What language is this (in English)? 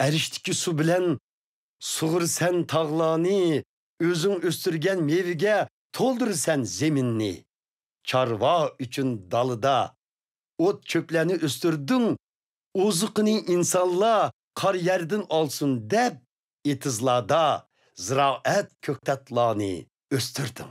Uyghur